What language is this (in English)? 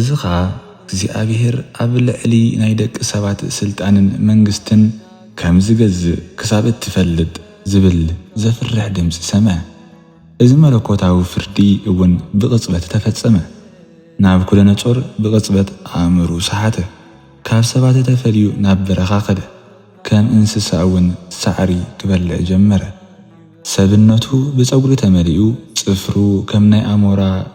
Tigrinya